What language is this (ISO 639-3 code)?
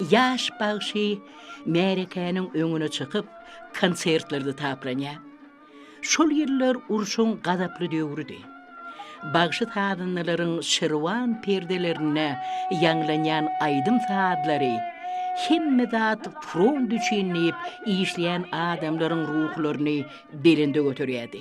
tuk